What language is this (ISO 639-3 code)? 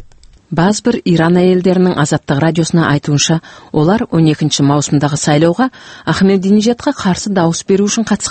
kaz